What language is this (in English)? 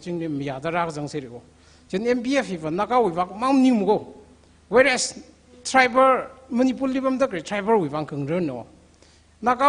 Tangkhul Naga (India)